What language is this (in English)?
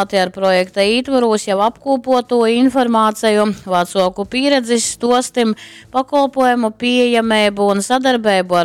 Latgalian